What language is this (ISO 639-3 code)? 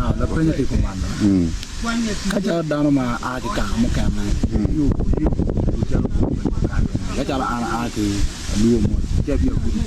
ach